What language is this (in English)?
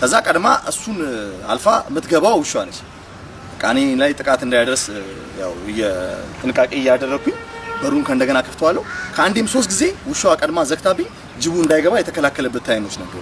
Amharic